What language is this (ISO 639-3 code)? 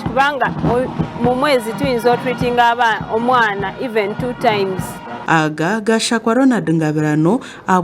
nyn